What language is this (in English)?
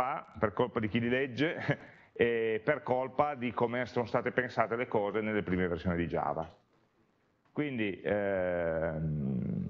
Italian